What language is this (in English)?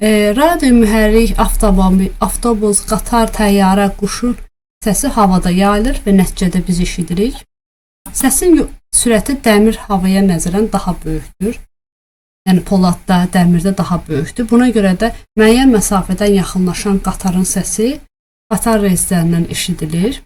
Azerbaijani